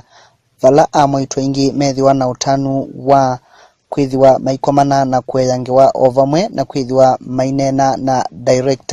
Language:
Kamba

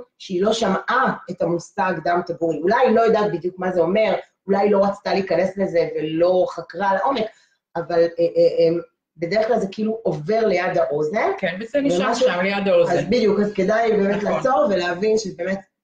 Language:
Hebrew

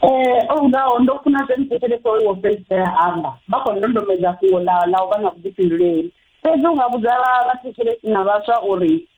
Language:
Venda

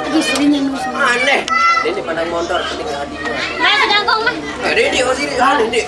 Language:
Sasak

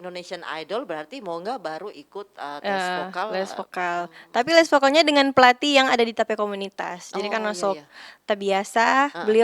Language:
Manado Malay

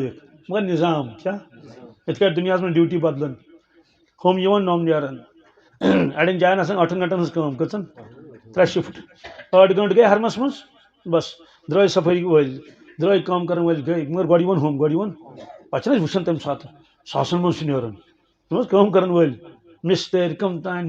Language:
Kashmiri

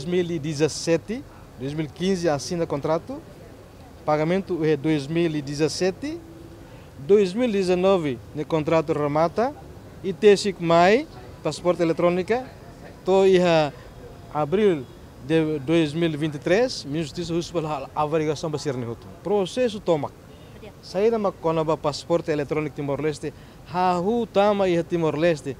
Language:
Tetum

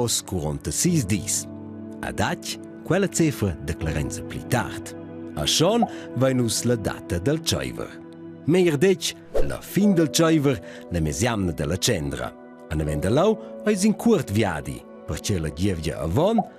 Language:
Romansh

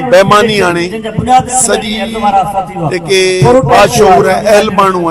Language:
Sindhi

